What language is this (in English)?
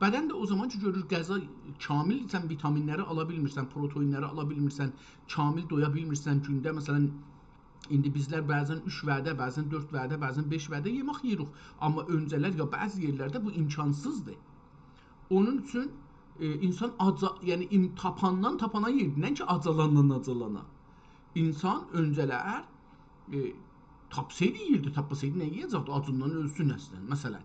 South Azerbaijani